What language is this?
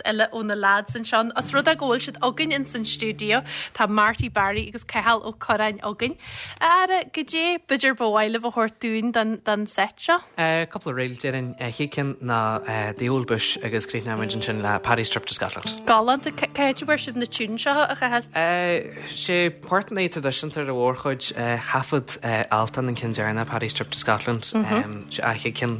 Irish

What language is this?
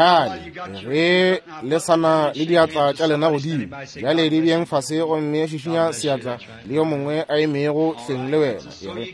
Northern Sotho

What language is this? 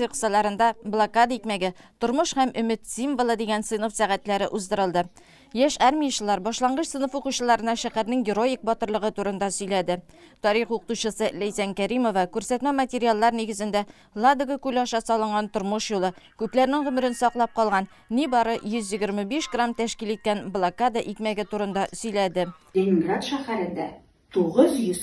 Tatar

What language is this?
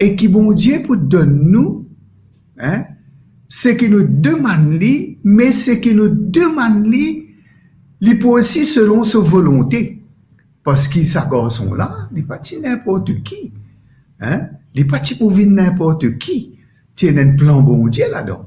Morisyen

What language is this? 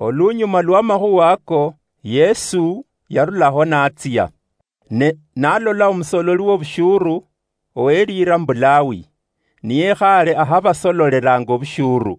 Luyia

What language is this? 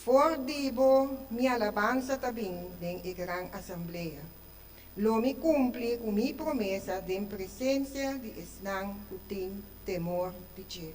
Papiamento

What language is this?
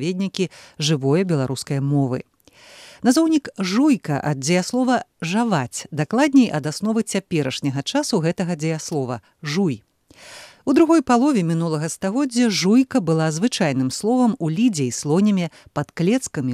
Belarusian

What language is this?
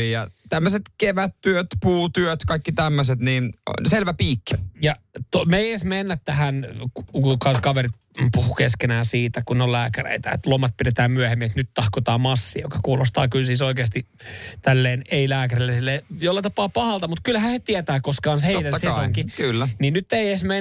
Finnish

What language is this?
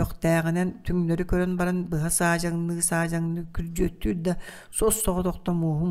Yakut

